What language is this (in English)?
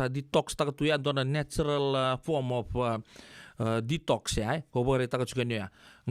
Fijian